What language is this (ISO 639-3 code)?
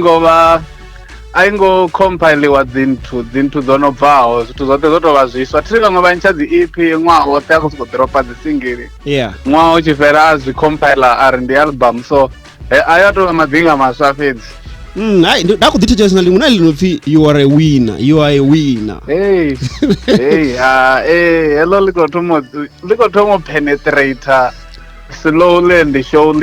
ven